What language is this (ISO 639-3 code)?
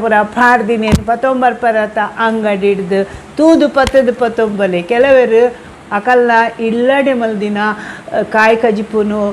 tcy